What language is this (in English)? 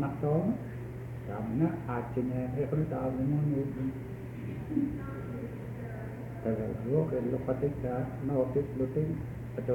Indonesian